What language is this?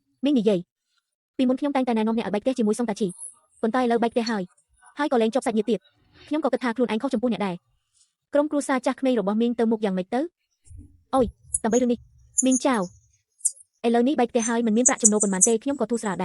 Khmer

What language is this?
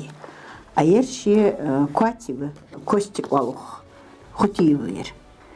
Ingush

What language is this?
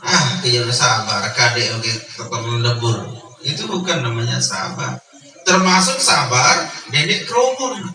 Sasak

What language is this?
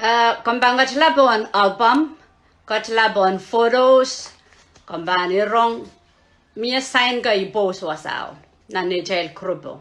Pohnpeian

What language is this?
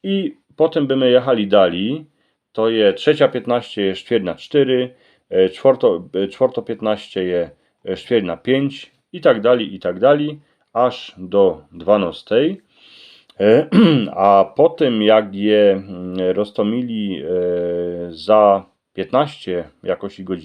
Silesian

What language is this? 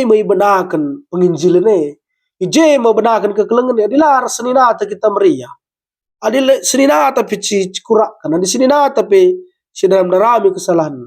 Batak Karo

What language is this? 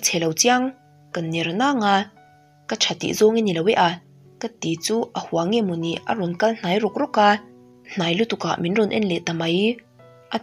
Mizo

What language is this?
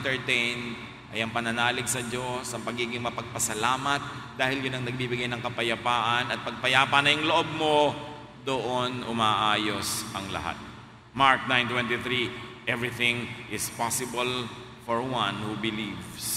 Filipino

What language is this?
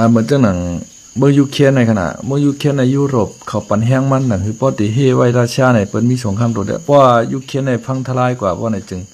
Shan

